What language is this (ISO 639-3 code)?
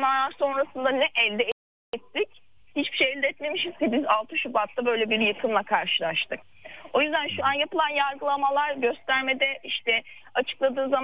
tur